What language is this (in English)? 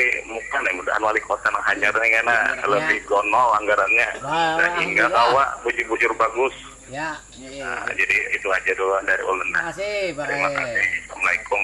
Banjar